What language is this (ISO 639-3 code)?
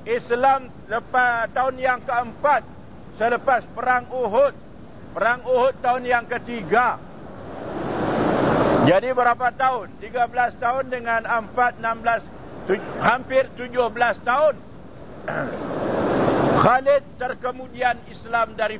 msa